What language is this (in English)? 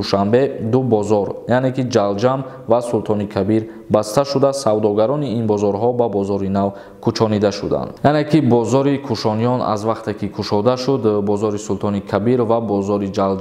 Tajik